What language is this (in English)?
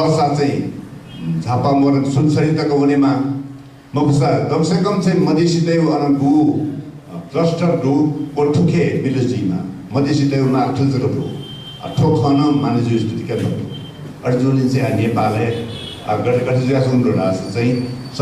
Newari